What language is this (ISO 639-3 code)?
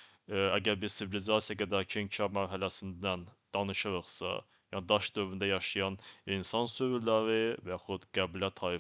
aze